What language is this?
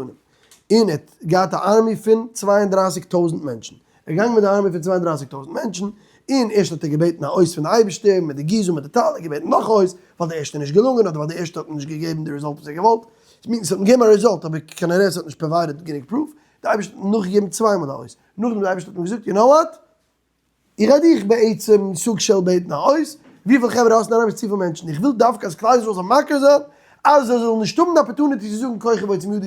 Yiddish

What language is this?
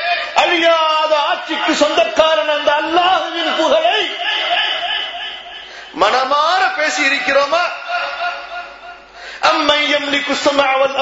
Tamil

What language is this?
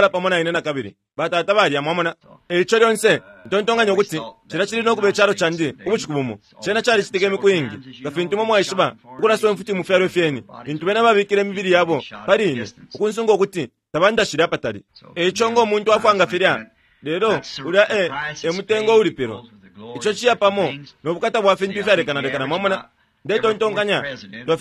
Bemba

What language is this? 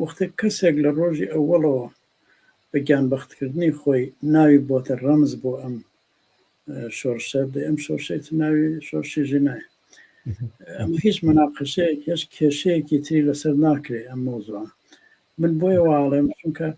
Central Kurdish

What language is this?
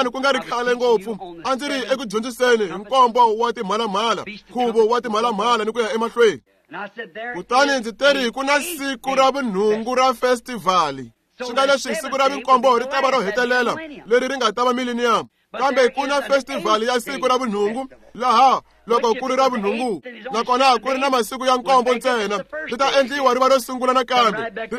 Tsonga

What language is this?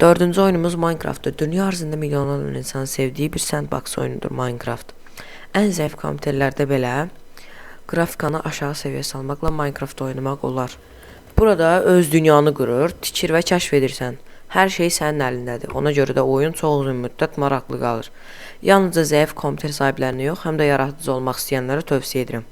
Azerbaijani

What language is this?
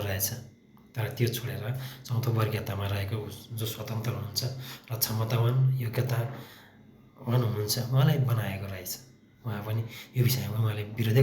Nepali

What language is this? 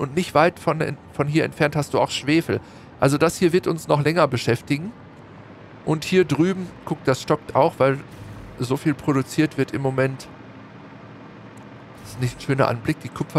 German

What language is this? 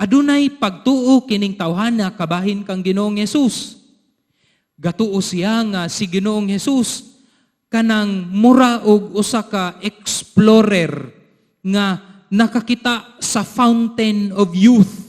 Cebuano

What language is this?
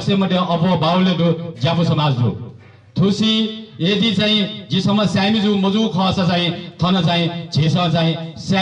Newari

